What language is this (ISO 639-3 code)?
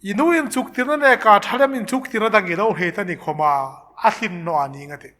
hmr